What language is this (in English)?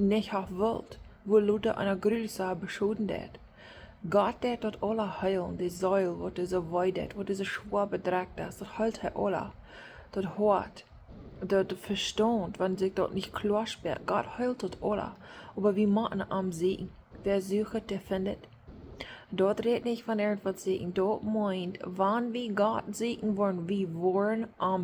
Plautdietsch